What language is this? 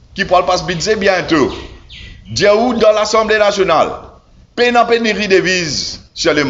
Morisyen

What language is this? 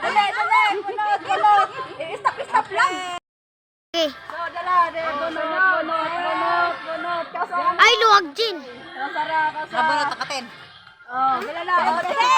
Cebuano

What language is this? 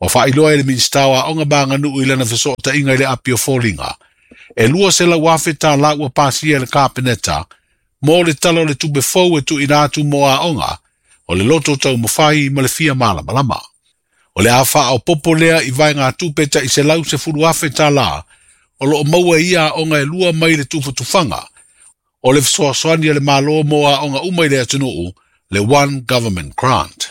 Samoan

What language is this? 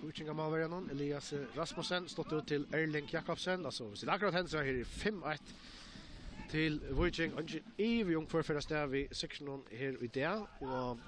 Faroese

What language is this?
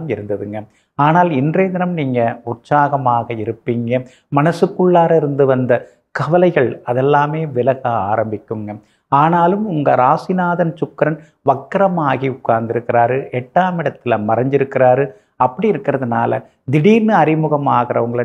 Tamil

